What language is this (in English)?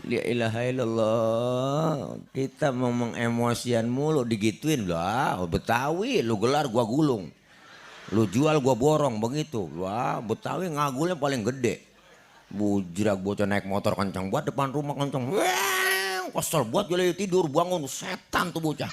Betawi